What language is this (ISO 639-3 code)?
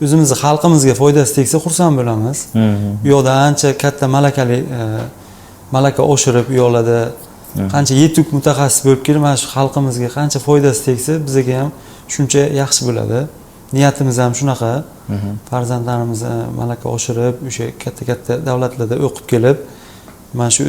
uzb